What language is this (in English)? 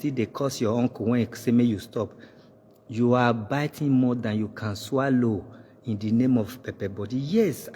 Nigerian Pidgin